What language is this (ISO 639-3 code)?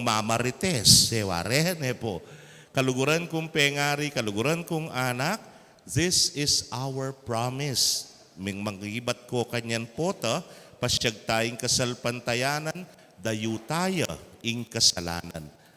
pam